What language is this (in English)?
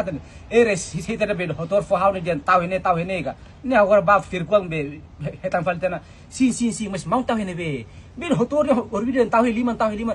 Tetum